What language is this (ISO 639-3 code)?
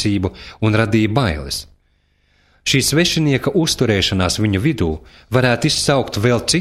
lav